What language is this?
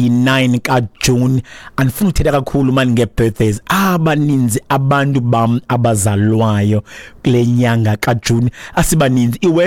Xhosa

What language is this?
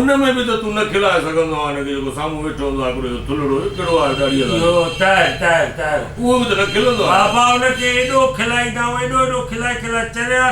Sindhi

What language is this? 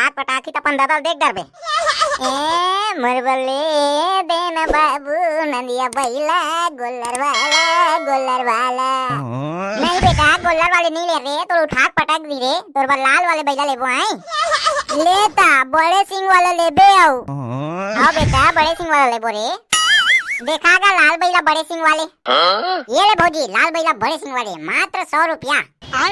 Chhattisgarhi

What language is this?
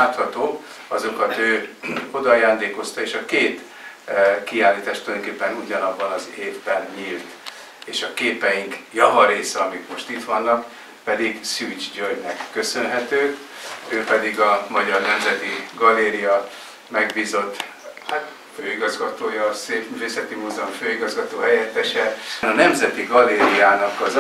Hungarian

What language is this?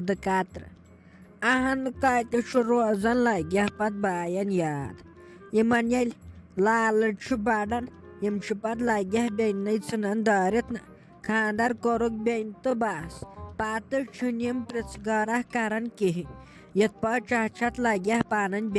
Kashmiri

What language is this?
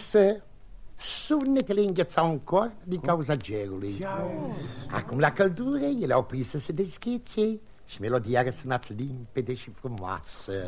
Romanian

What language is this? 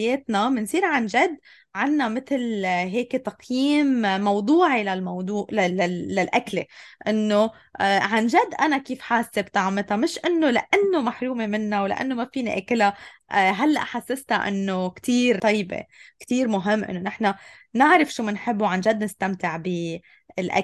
North Levantine Arabic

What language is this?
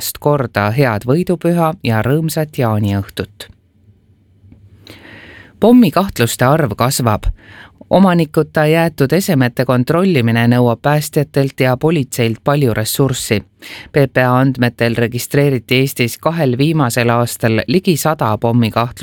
Estonian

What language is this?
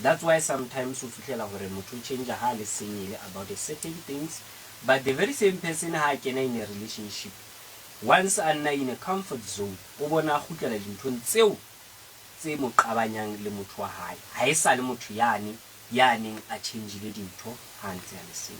Southern Sotho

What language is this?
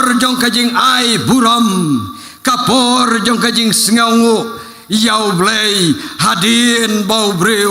Khasi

